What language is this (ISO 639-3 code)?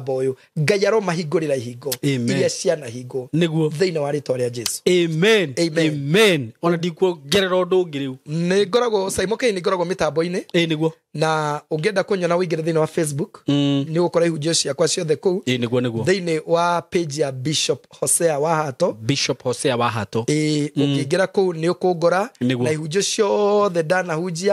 kik